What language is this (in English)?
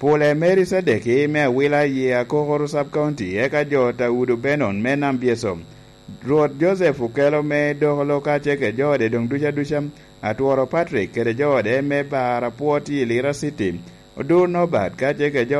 Lango (Uganda)